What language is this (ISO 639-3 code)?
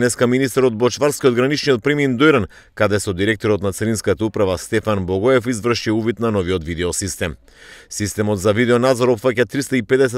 mkd